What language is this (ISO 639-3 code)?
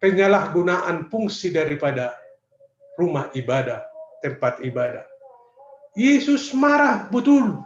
bts